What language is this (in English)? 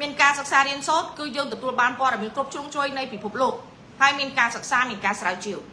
Khmer